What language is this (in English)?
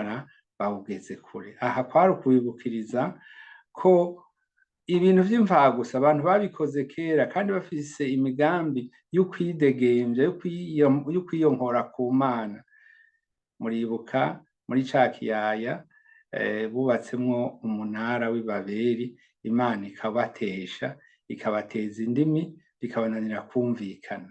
Rundi